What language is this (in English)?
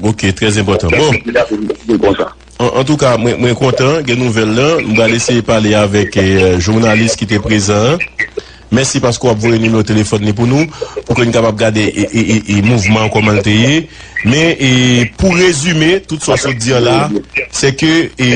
Haitian Creole